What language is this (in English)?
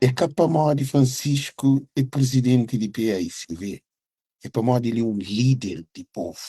Kabuverdianu